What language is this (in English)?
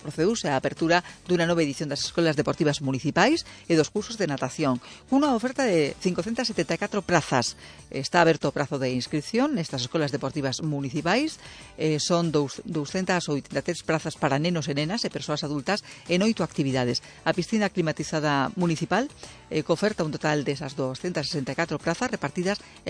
Galician